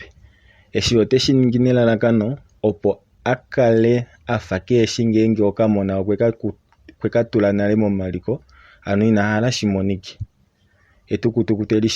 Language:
Kuanyama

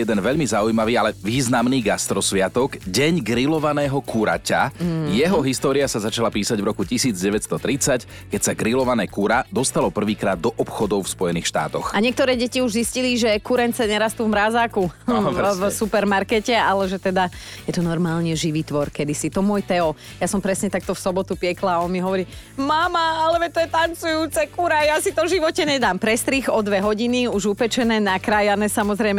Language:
Slovak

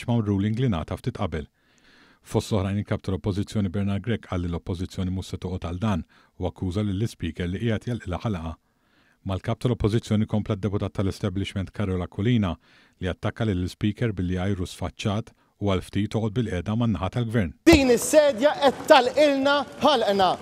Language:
Maltese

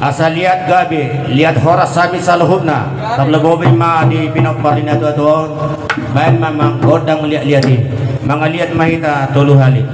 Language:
Batak Toba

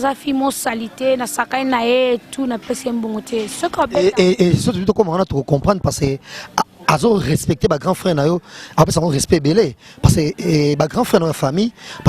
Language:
Lingala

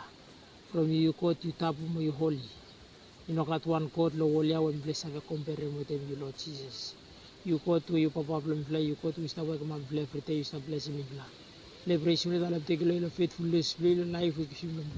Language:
Bislama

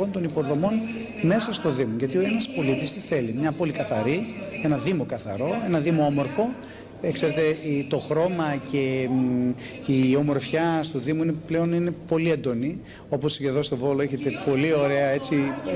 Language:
Greek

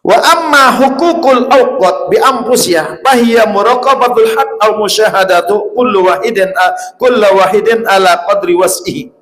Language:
Sasak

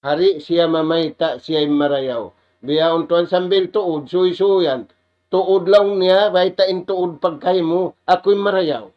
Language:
Tausug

